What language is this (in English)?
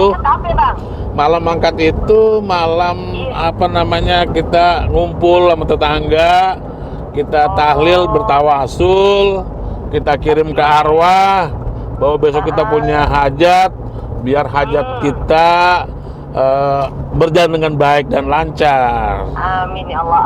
Betawi